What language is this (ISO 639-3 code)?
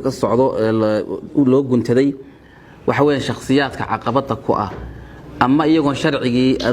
som